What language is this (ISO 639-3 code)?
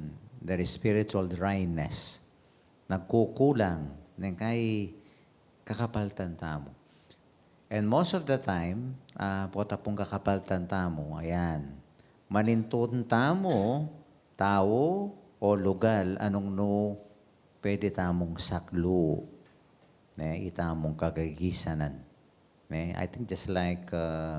pam